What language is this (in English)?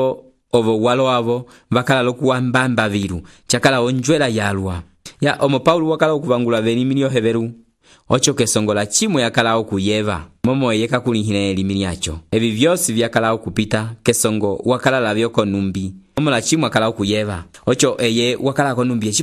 Umbundu